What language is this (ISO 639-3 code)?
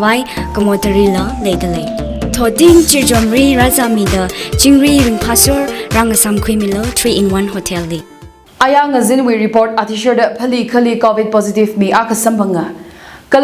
nmf